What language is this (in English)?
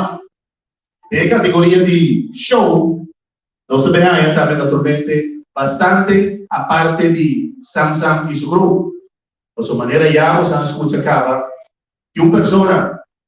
Papiamento